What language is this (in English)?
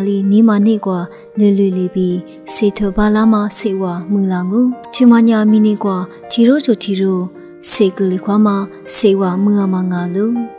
Lisu